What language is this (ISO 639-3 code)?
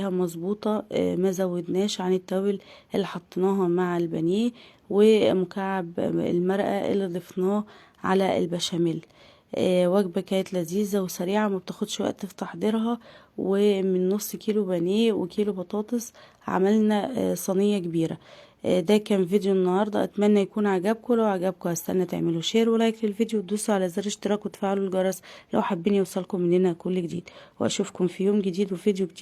arz